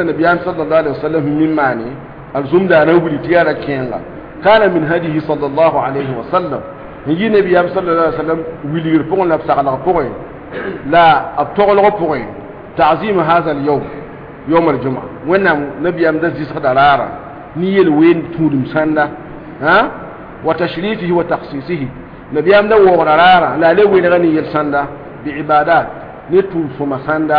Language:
Mossi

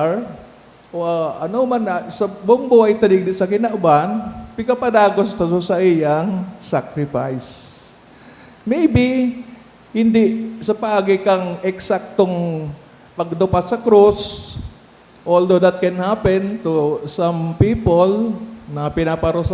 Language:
Bikol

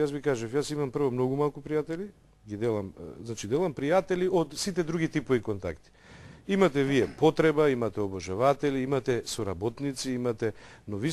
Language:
Macedonian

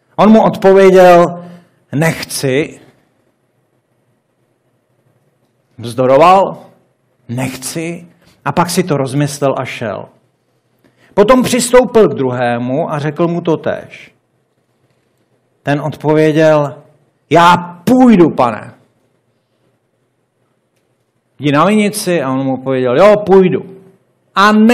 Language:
Czech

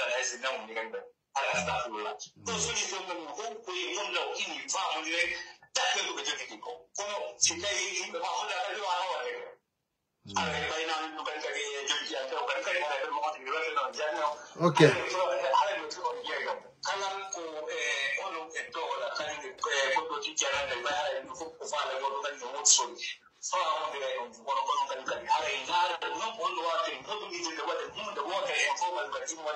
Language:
Pular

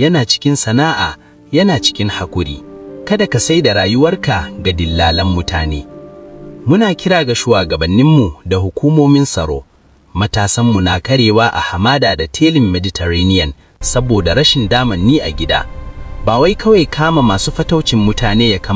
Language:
Hausa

